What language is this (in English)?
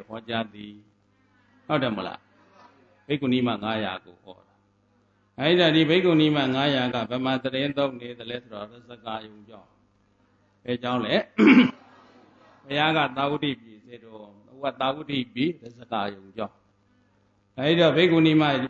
Burmese